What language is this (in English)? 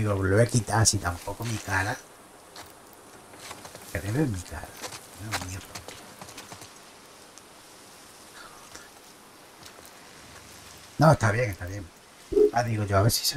Spanish